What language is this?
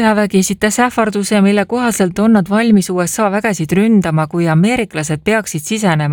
Estonian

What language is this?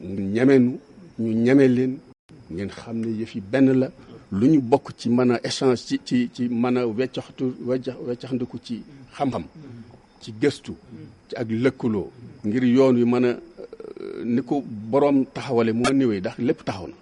Wolof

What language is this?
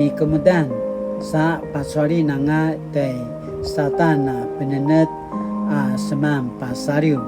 Paiwan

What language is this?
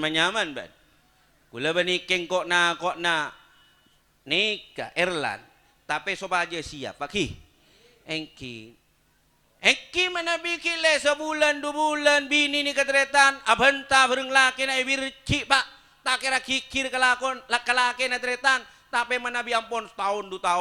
Madurese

